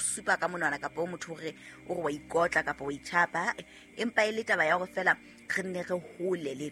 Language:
Southern Sotho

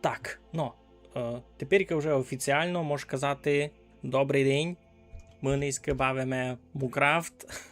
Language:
Rusyn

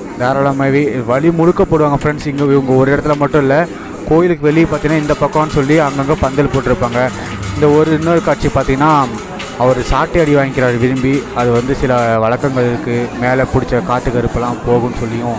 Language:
Tamil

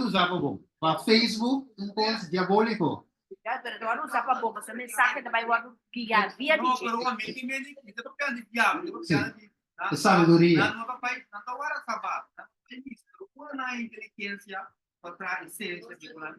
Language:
Papiamento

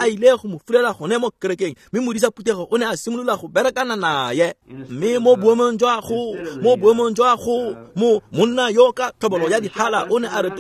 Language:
Tswana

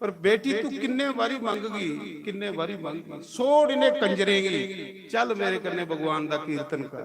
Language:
Dogri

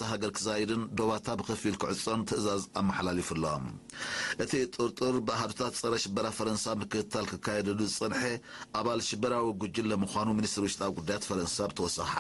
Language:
Tigrinya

